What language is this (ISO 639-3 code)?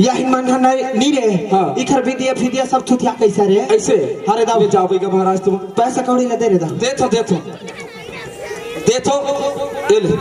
hne